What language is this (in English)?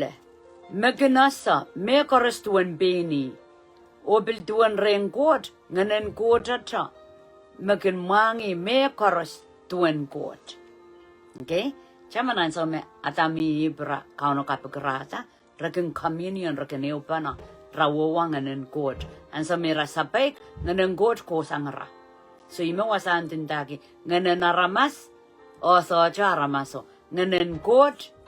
Pohnpeian